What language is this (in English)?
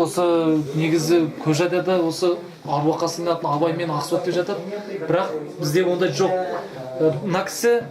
Kazakh